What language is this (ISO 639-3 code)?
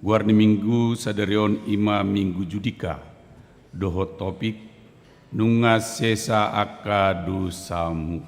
bbc